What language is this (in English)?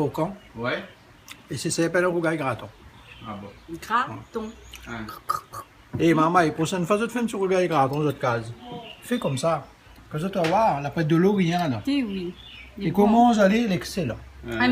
Réunion Creole French